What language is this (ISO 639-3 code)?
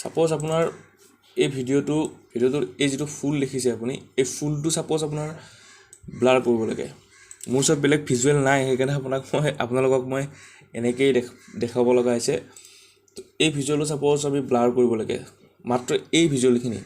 asm